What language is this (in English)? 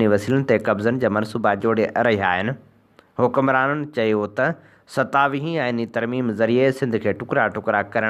Sindhi